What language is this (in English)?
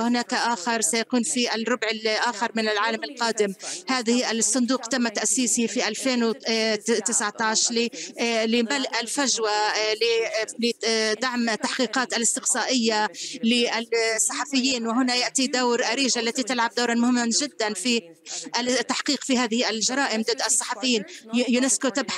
Arabic